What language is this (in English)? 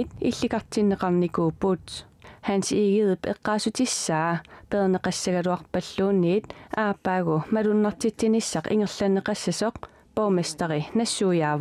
Kalaallisut